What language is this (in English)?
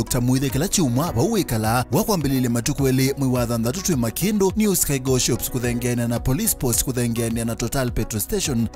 Kamba